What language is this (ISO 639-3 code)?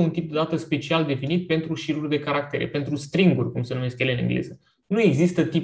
ron